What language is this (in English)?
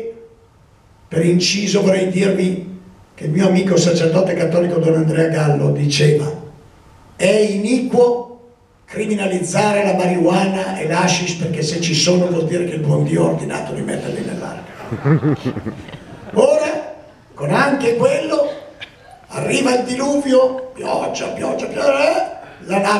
Italian